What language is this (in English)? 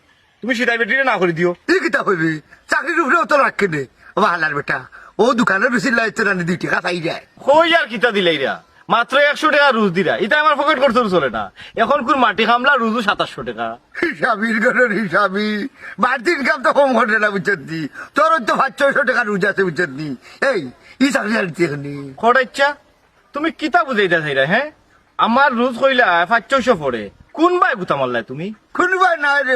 Sylheti